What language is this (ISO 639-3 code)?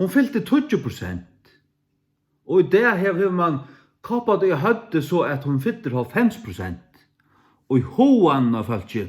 fao